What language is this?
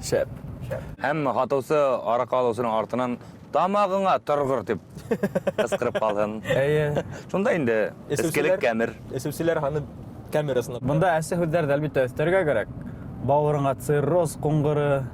Bashkir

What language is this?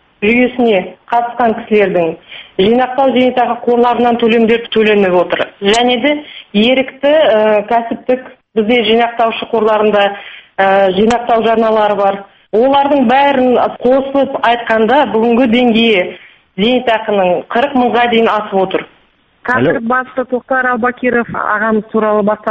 Kazakh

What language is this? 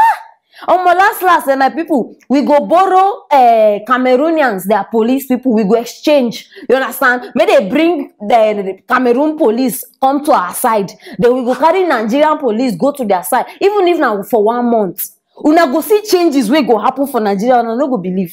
Nigerian Pidgin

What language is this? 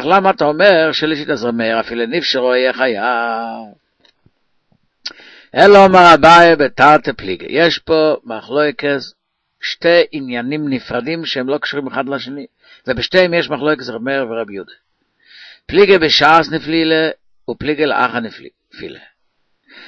Hebrew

